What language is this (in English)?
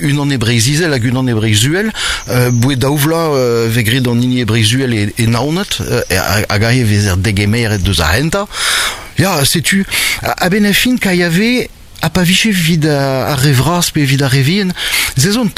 Breton